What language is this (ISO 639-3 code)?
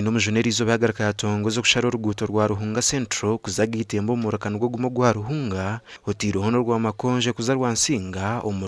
nyn